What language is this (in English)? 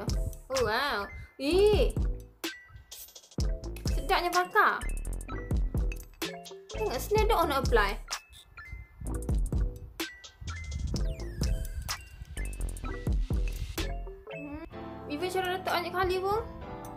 Malay